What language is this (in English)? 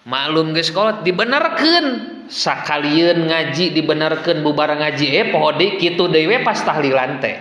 Sundanese